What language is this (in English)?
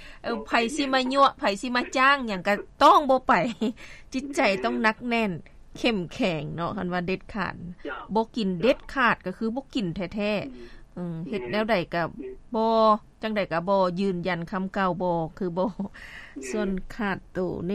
Lao